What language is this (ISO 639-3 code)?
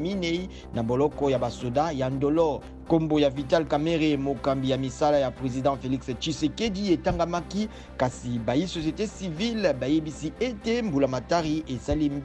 lin